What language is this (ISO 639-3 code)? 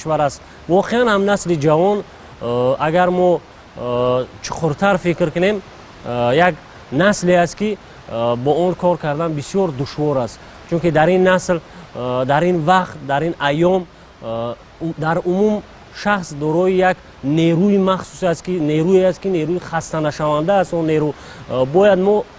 tgk